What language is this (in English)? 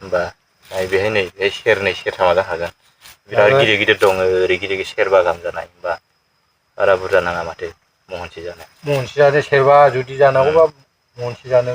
Bodo